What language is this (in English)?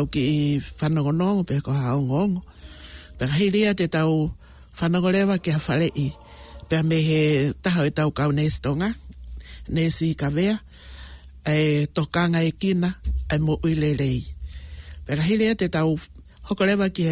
Tongan